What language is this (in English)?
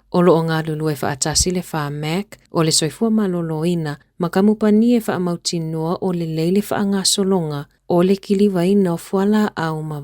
Samoan